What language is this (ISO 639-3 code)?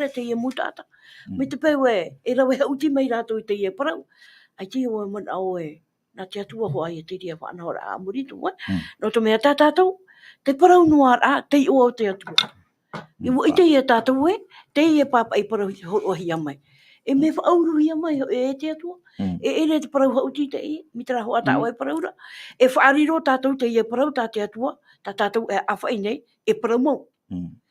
tah